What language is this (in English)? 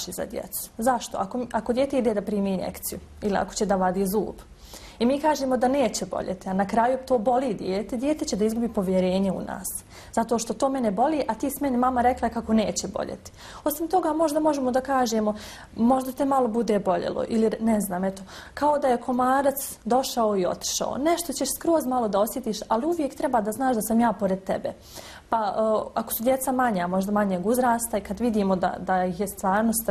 Bosnian